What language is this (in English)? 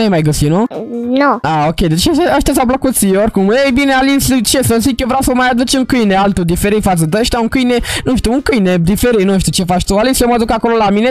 Romanian